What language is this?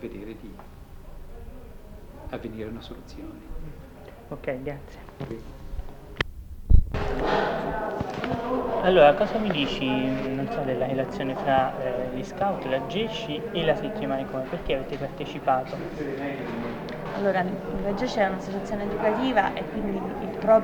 Italian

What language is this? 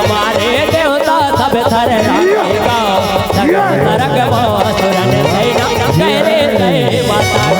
Chhattisgarhi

